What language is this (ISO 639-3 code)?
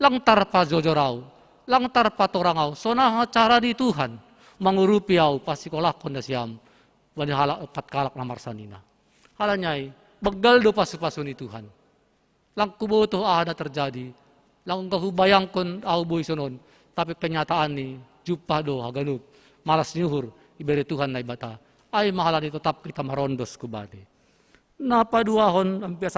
bts